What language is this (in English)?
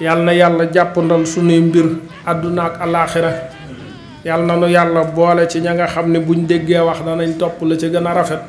Wolof